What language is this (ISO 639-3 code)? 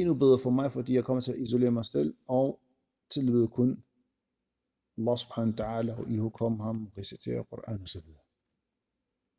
dan